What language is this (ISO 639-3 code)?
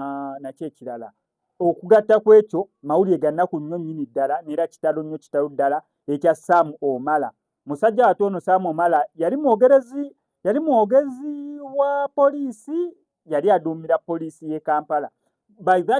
lug